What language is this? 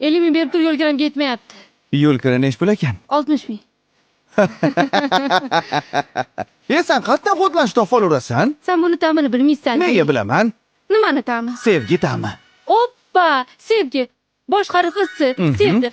Uzbek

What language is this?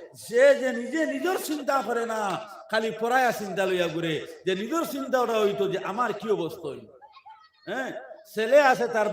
Sylheti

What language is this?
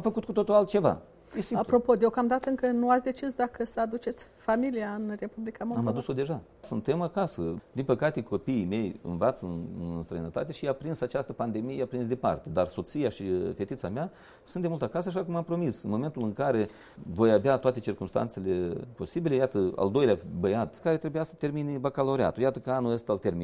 Romanian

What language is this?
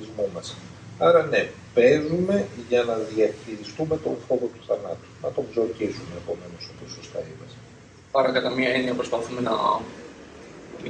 Greek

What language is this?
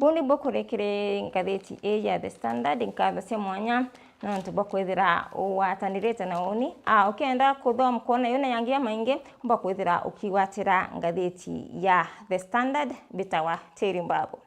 Meru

